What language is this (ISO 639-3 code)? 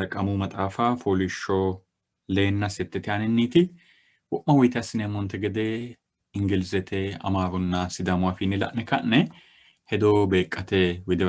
sid